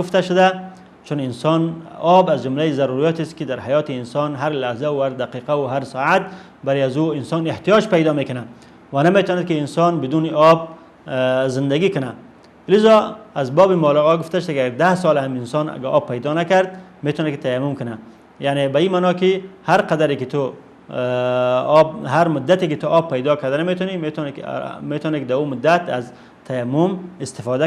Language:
Persian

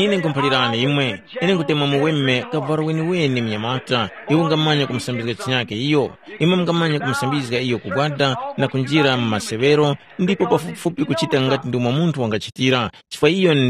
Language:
Tumbuka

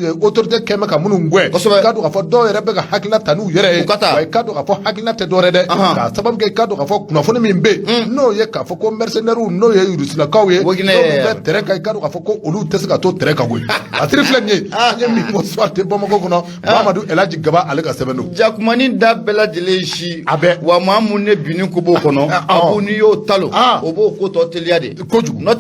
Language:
Bambara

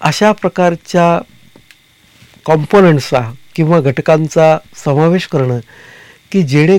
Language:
Marathi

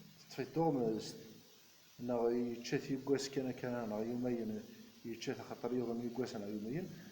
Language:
Kabyle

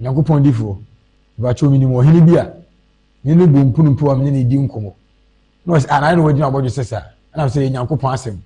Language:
Akan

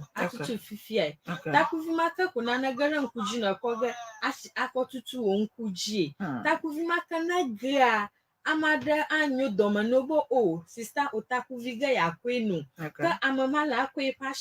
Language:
Ewe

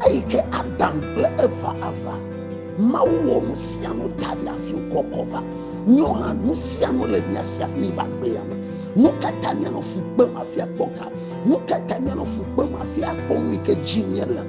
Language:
Ewe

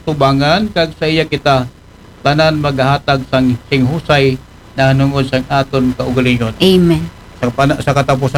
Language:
Aklanon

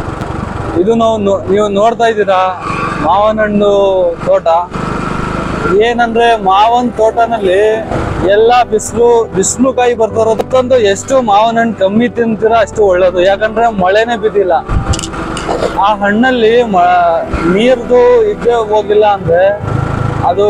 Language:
Kannada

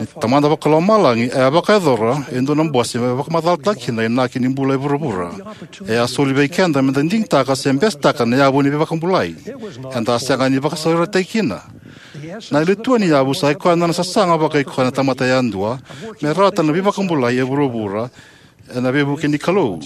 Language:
Fijian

